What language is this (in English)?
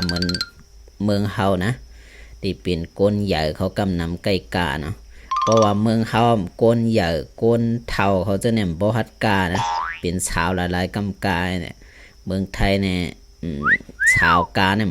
Shan